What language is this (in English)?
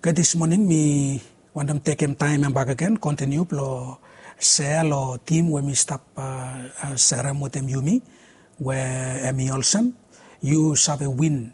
Bislama